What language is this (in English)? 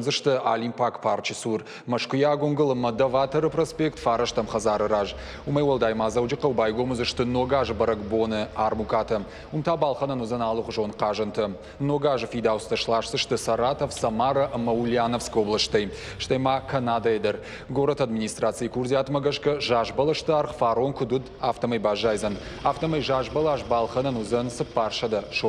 Ossetic